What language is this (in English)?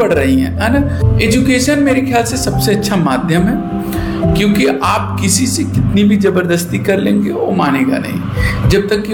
Hindi